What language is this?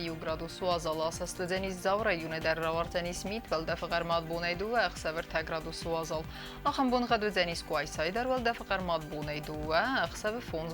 Ossetic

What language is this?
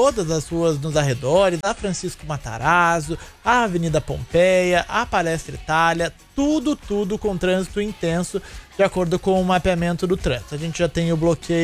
Portuguese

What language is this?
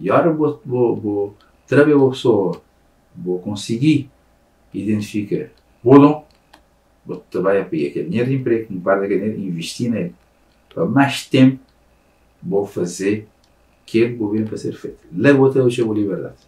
Kabuverdianu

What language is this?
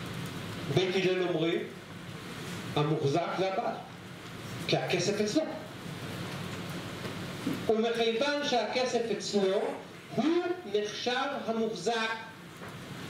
Hebrew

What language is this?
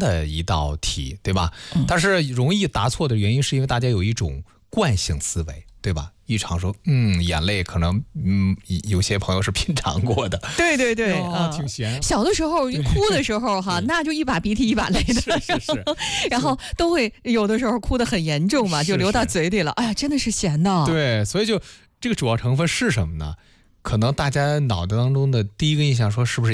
Chinese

